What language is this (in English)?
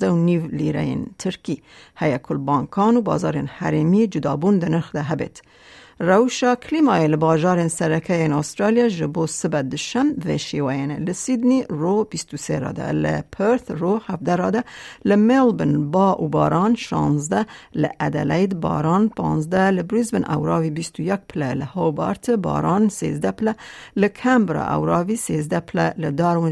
Kurdish